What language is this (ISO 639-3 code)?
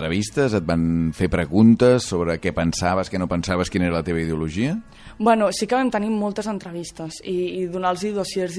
cat